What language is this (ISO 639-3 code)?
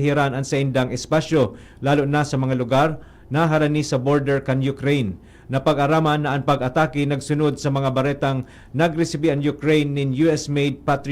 bik